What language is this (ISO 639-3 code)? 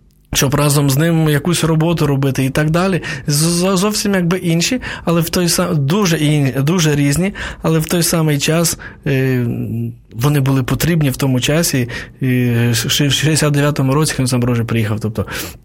ukr